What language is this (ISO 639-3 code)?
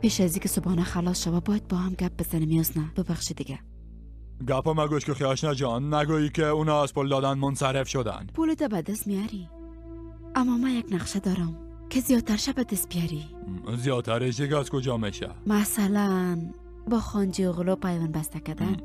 fas